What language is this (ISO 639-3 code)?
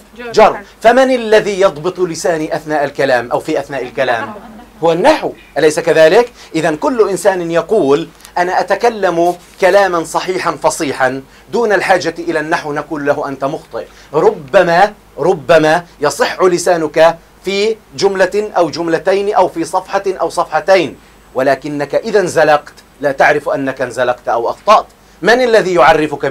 ara